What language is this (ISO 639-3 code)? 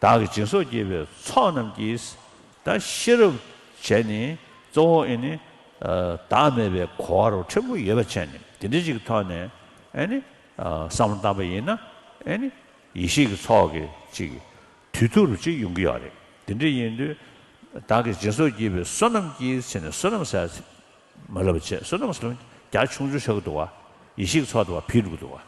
bod